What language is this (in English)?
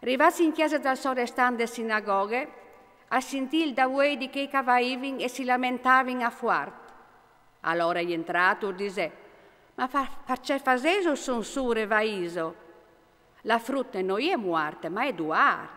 Friulian